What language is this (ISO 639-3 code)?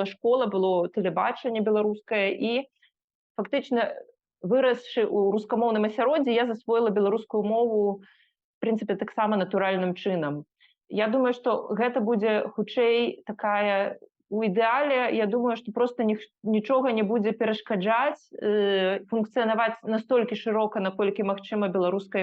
bel